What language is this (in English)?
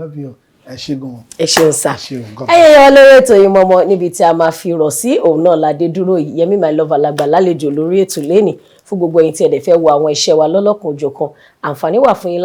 Yoruba